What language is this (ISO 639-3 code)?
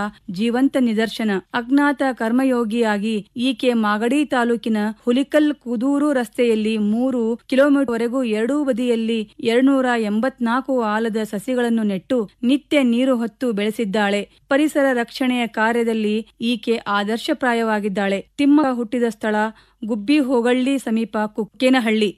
kan